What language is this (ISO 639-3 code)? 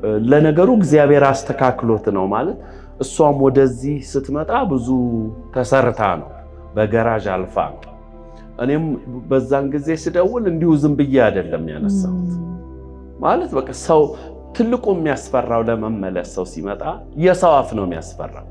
amh